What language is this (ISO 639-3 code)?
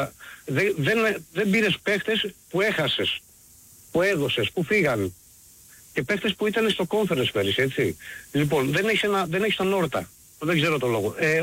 ell